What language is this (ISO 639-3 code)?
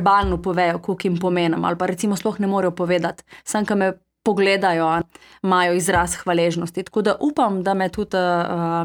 slv